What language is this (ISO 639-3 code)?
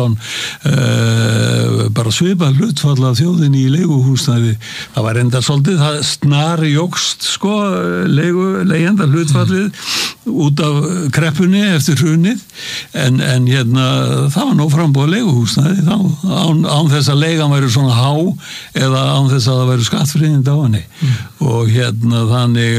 isl